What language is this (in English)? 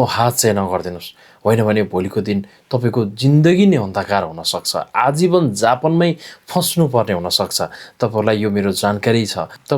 Nepali